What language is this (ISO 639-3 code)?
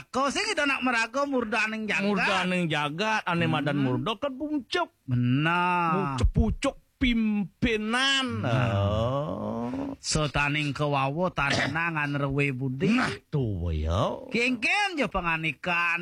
ban